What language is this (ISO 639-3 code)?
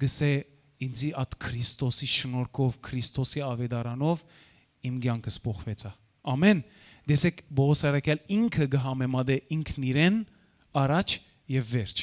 hyw